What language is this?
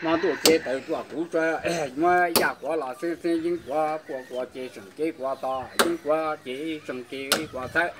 Hmong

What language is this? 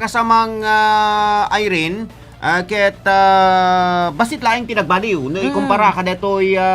Iloko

